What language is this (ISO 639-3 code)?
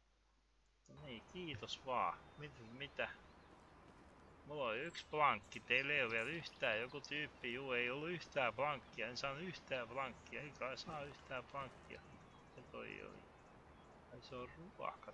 fin